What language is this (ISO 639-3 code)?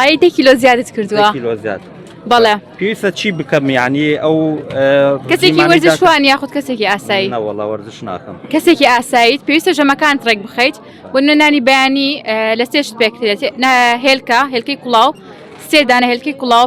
ckb